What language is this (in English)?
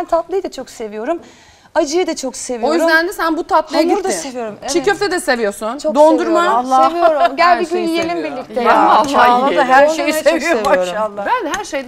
Turkish